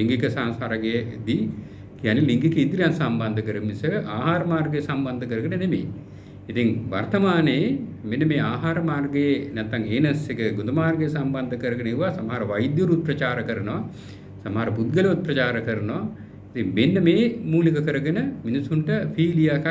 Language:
Sinhala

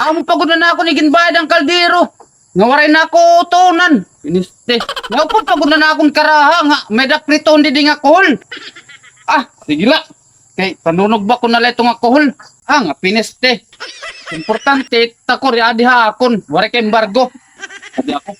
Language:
Waray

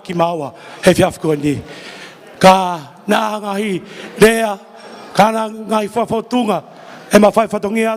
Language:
Tongan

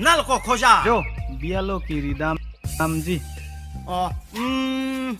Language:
Karbi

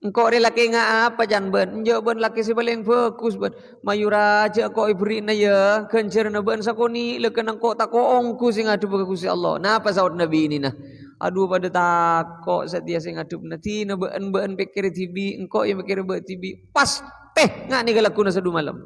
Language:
Madurese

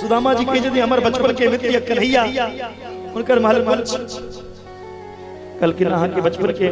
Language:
Maithili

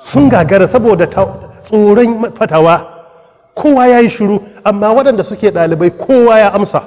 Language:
Hausa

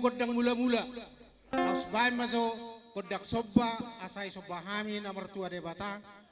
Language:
Batak Toba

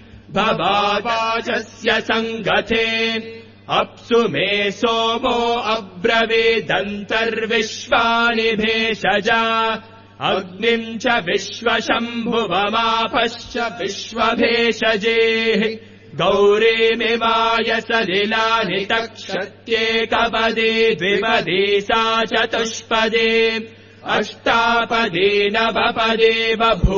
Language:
Sanskrit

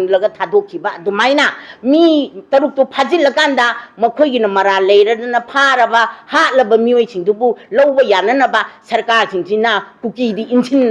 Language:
Manipuri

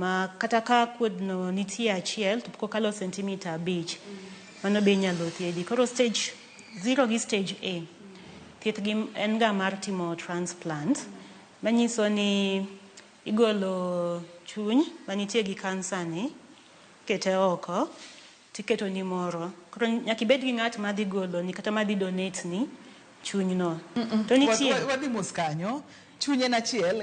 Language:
Luo (Kenya and Tanzania)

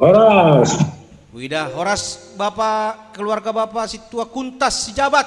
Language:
Batak Simalungun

